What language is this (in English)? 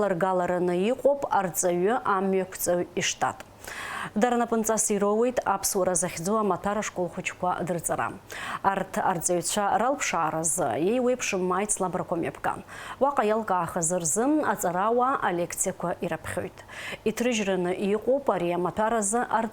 Abkhazian